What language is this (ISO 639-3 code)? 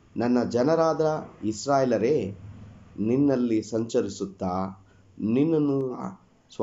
kan